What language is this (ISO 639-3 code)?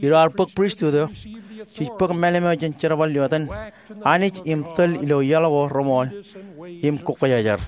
mah